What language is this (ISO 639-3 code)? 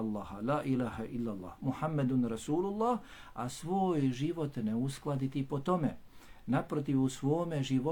bos